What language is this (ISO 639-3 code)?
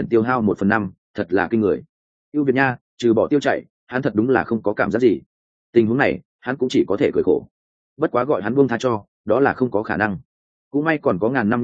vie